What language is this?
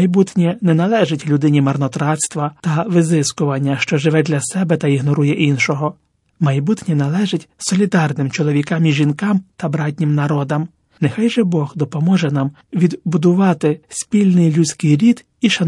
Ukrainian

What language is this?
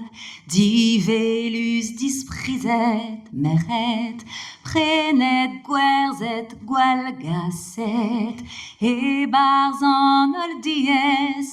Breton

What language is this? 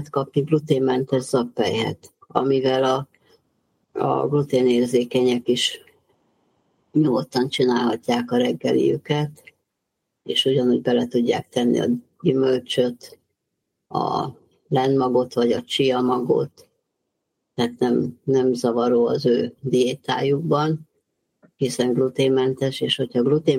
Hungarian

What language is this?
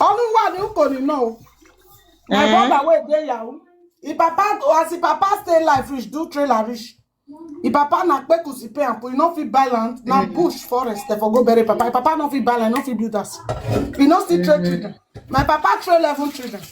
Nigerian Pidgin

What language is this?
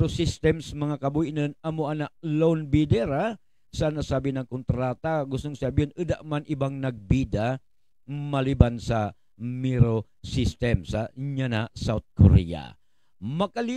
Buhi'non Bikol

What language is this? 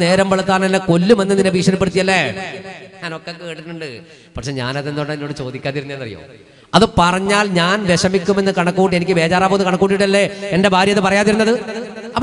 Malayalam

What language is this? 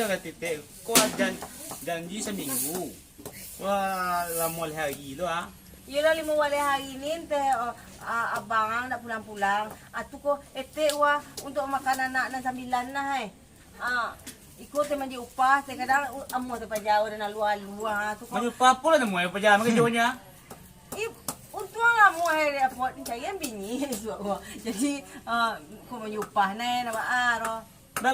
Minangkabau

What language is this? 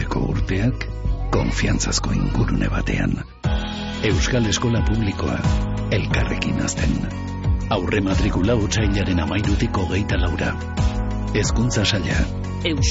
Basque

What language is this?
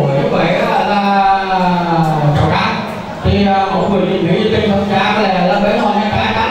Vietnamese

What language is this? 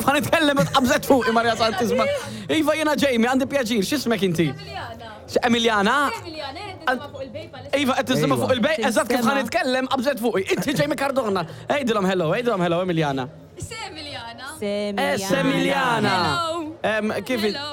Maltese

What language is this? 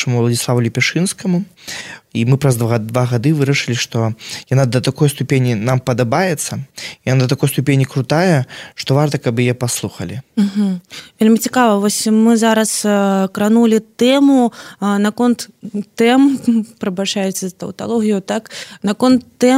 Belarusian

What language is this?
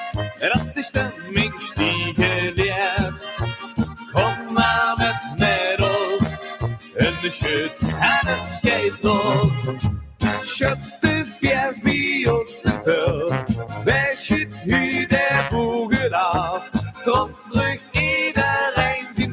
Limburgish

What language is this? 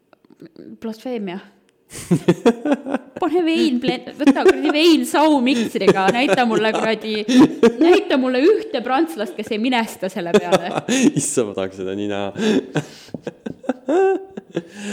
Estonian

